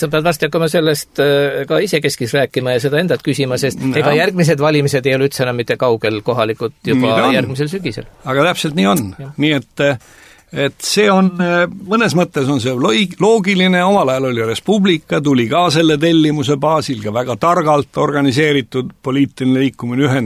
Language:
Estonian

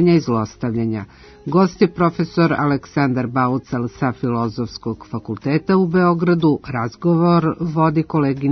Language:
Serbian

